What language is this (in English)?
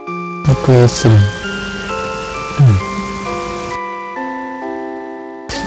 Japanese